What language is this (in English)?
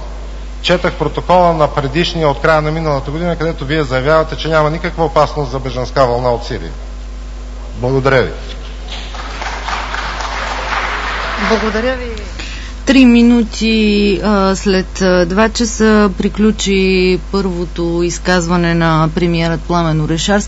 Bulgarian